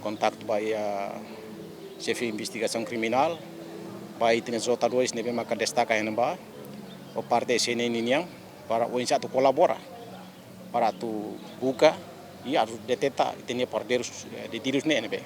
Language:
Tetum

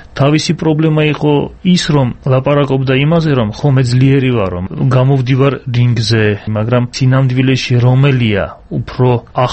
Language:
Georgian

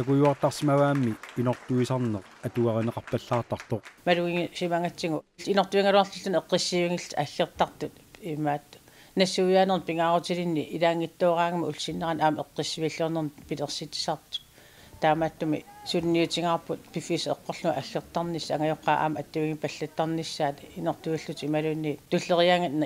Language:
Kalaallisut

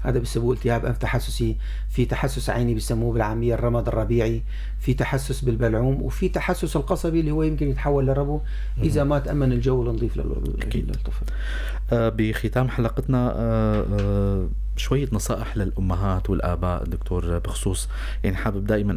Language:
North Levantine Arabic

